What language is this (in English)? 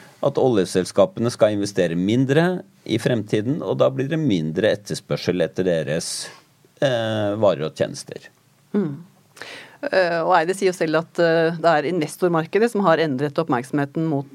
Norwegian